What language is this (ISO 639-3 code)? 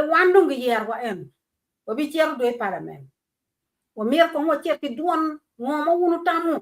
ach